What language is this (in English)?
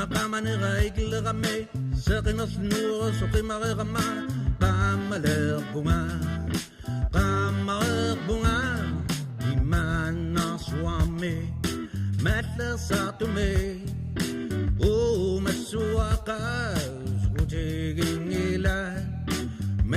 Kalaallisut